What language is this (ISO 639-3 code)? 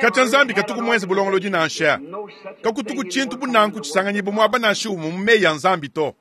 lua